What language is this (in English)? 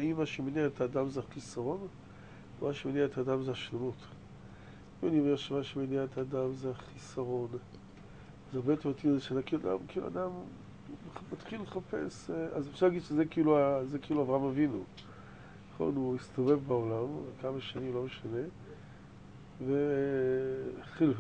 Hebrew